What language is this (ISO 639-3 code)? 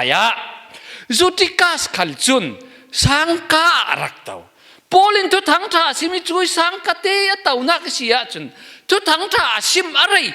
cfm